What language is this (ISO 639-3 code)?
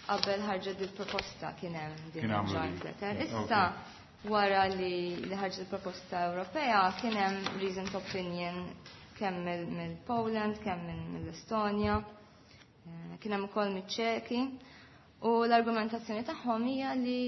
mlt